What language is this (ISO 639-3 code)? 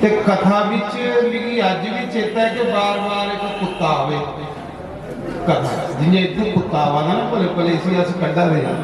doi